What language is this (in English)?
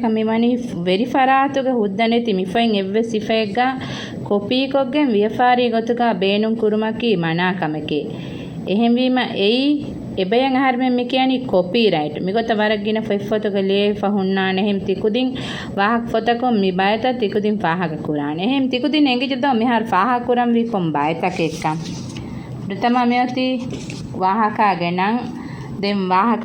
Divehi